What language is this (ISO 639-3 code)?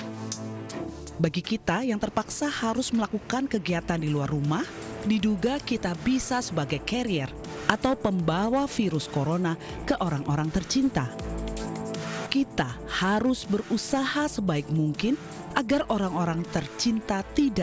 ind